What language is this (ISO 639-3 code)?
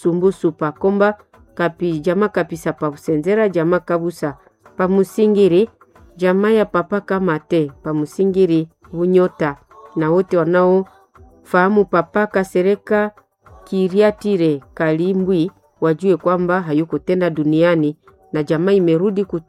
swa